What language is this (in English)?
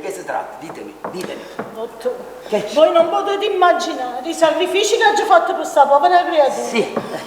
Neapolitan